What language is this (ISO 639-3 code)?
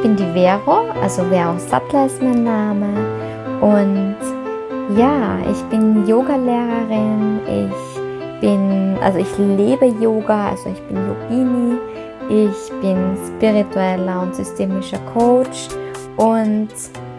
deu